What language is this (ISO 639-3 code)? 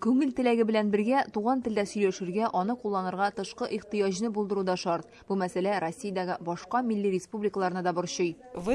tat